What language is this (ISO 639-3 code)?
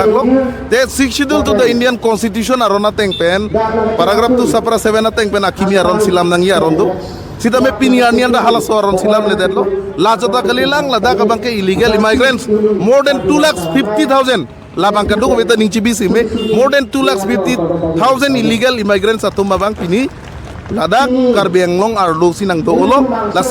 mjw